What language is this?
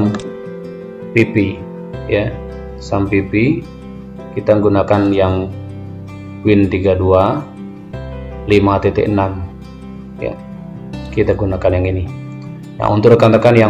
Indonesian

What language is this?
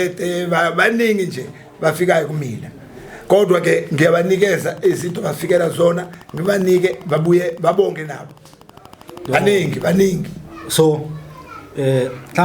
Zulu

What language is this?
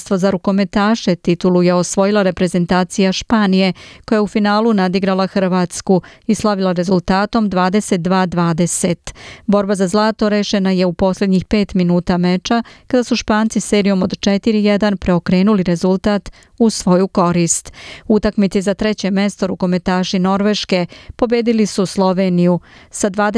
Serbian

